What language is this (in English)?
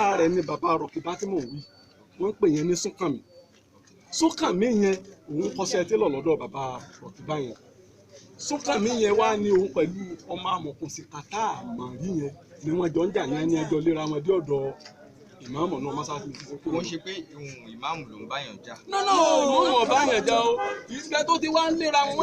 Yoruba